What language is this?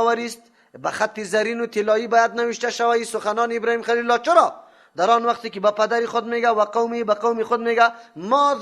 Persian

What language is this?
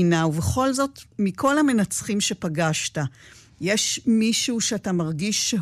Hebrew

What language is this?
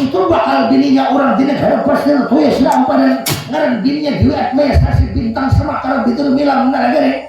Banjar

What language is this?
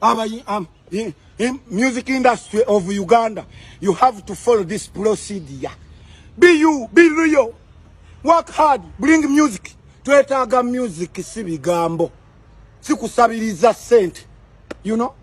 Ganda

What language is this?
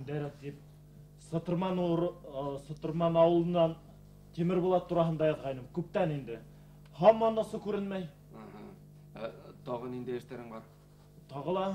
Bashkir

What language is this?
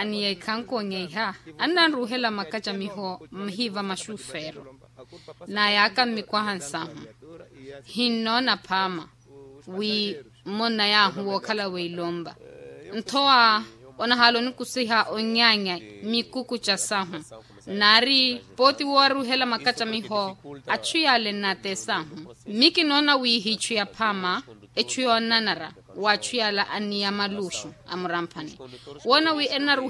Makhuwa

